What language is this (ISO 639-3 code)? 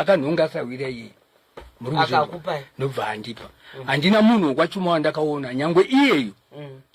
sna